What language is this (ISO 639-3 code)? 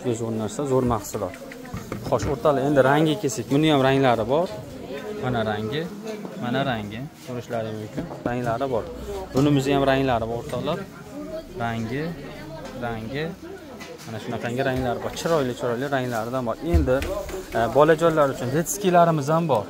uzb